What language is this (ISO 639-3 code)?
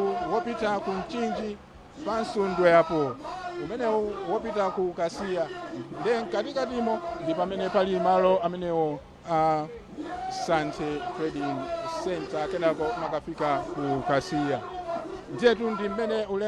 nya